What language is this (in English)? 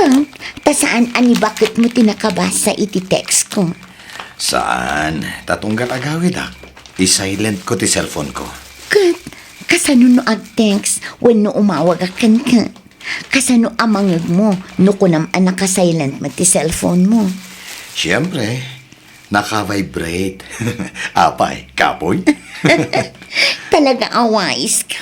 Iloko